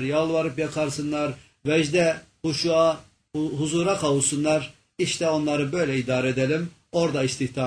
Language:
Turkish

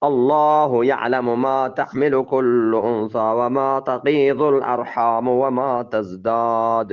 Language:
Eastern Balochi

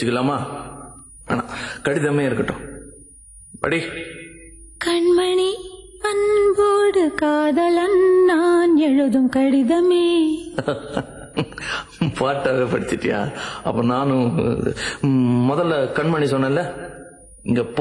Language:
Tamil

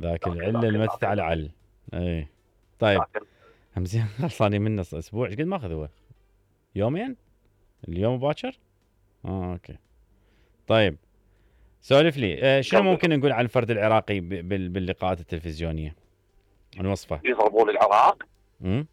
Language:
Mesopotamian Arabic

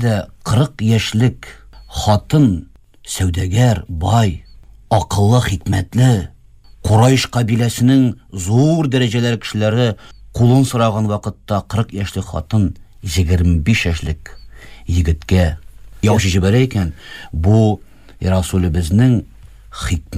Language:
Tatar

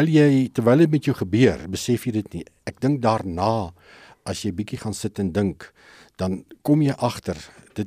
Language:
Afrikaans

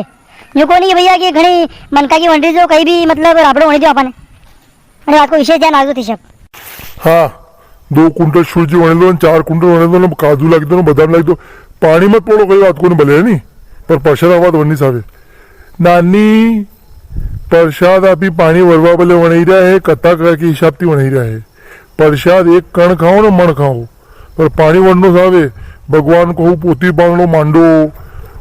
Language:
Rajasthani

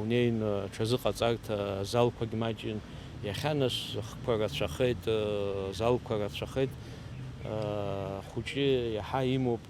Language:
Abkhazian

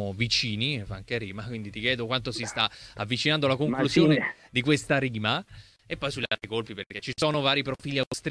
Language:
Italian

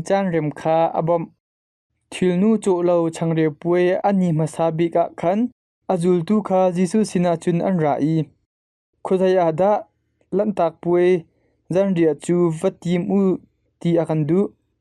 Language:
Hakha Chin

